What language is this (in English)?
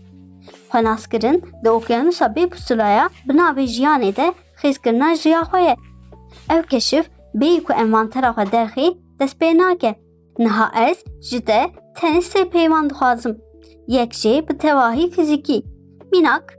Kurdish